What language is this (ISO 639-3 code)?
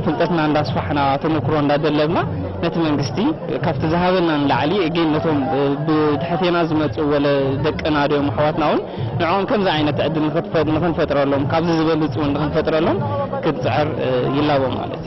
tir